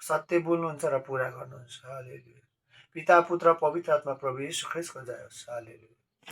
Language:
Nepali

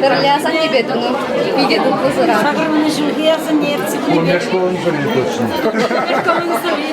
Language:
Chuvash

